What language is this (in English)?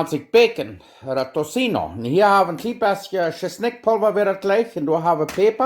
Plautdietsch